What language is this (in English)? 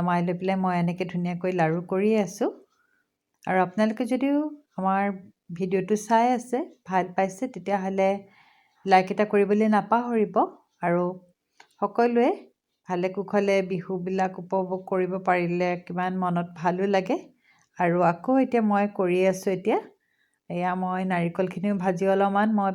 Assamese